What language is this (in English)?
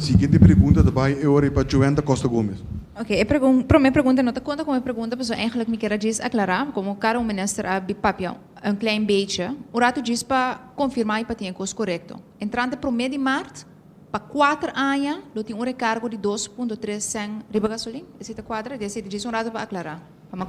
Papiamento